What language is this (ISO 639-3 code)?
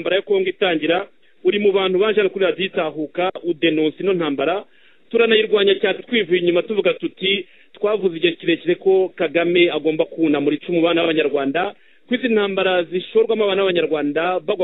kin